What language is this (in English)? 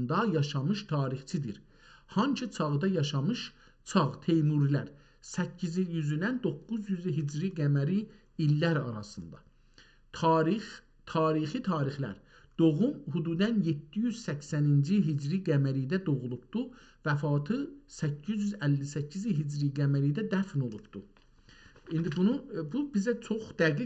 South Azerbaijani